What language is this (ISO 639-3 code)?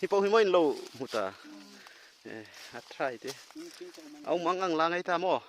hmr